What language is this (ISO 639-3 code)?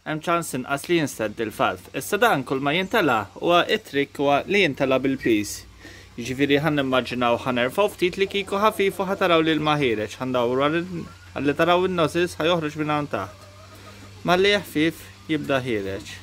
mlt